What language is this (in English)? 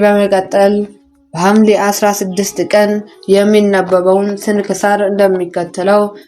Amharic